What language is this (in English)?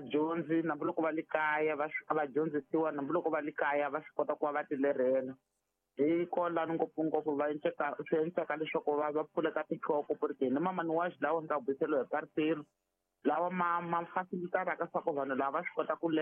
Tsonga